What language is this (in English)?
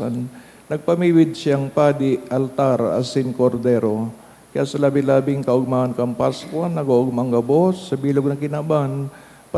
Bikol